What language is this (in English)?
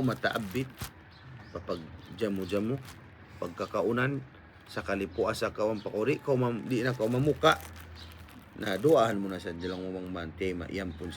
Tausug